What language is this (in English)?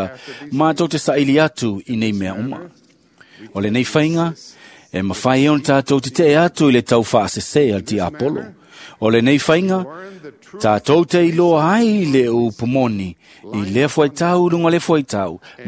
Samoan